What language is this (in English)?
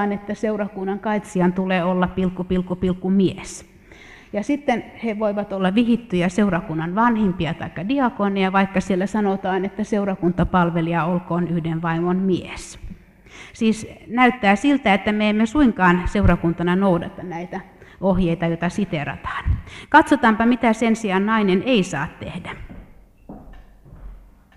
Finnish